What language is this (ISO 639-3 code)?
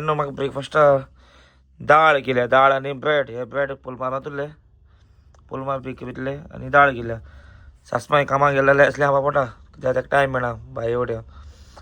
kok